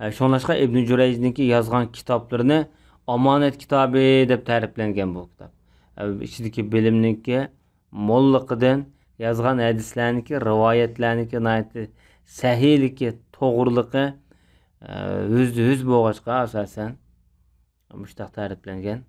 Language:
Uyghur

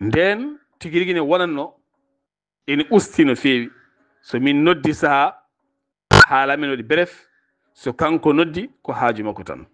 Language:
Fula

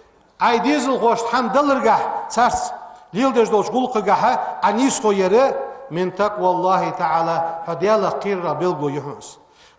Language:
Ingush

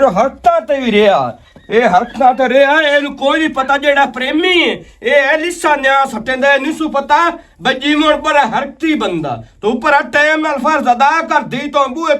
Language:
Western Panjabi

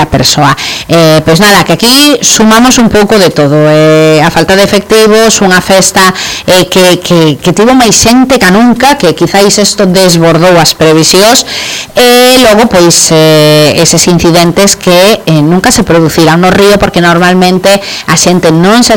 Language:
Galician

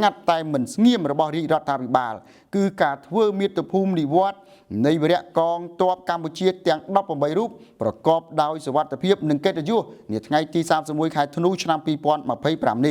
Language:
Khmer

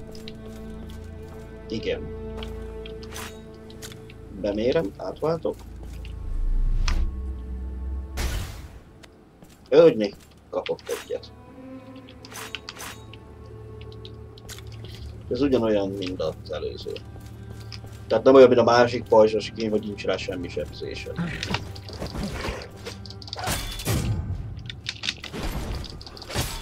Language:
Hungarian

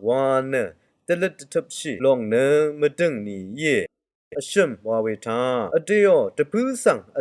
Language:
Rawang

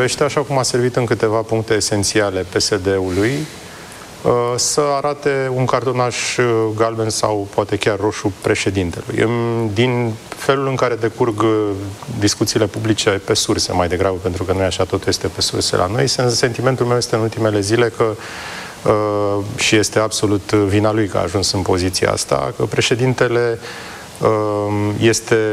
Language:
Romanian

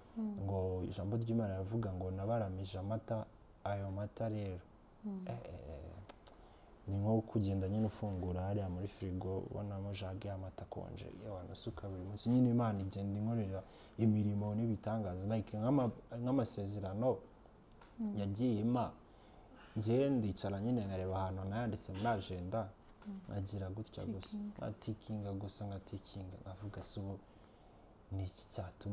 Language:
Kinyarwanda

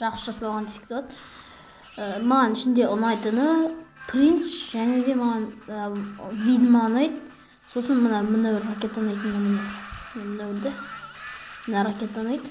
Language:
Kazakh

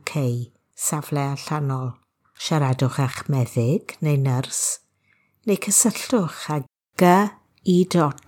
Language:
Welsh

